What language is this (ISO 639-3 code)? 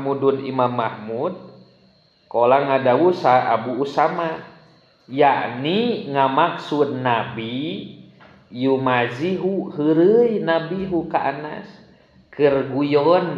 sun